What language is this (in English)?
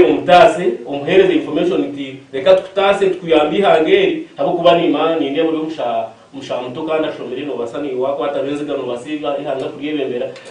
Nyankole